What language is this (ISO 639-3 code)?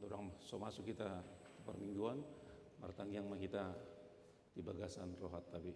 bbc